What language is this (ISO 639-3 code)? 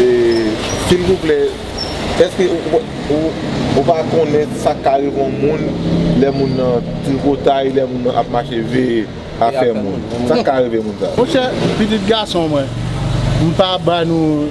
hat